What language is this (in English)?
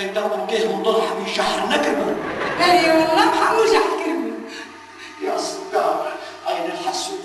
Kurdish